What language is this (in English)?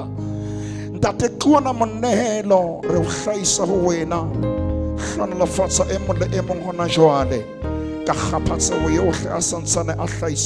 Southern Sotho